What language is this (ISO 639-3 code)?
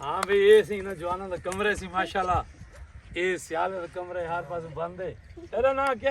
skr